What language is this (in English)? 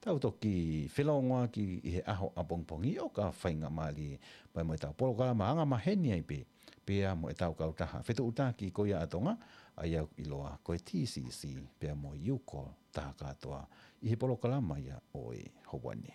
Tongan